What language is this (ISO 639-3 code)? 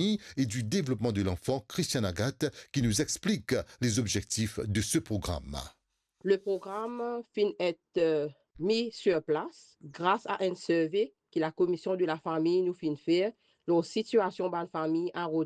mfe